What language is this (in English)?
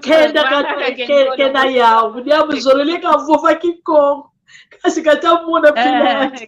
San Salvador Kongo